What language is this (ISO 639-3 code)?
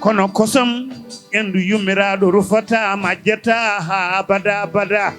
ful